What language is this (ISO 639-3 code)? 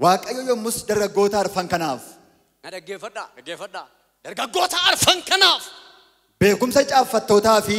orm